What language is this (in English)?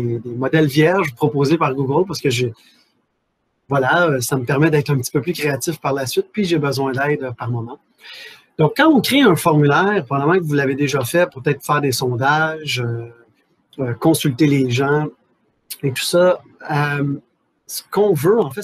French